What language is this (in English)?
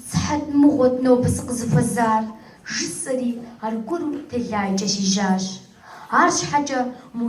Kabardian